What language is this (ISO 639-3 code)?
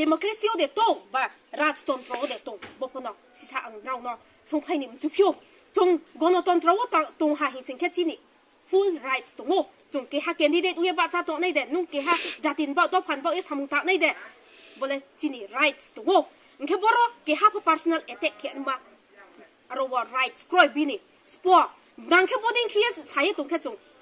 ria